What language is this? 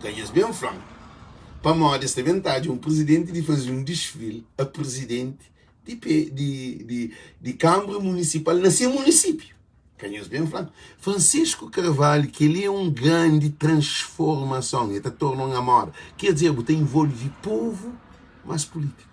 Kabuverdianu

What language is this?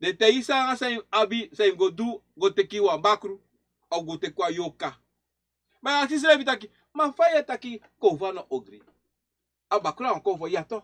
Sranan Tongo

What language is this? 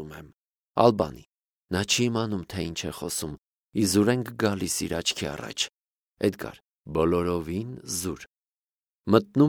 Armenian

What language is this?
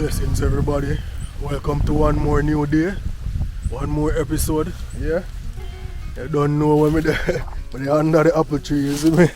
Jamaican Creole English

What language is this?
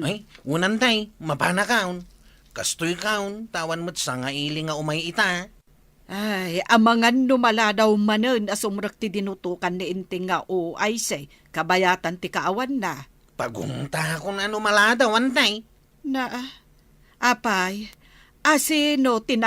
Iloko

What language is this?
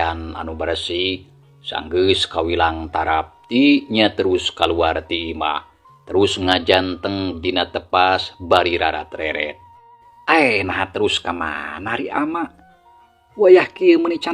Sundanese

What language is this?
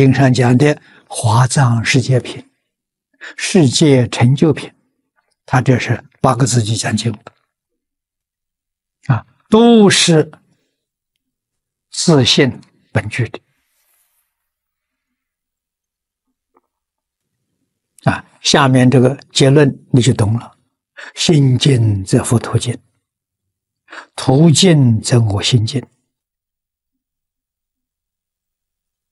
Chinese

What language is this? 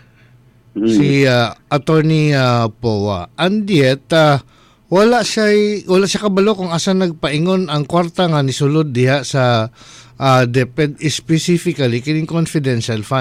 Cebuano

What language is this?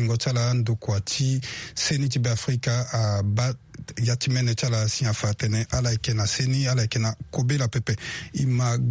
Sango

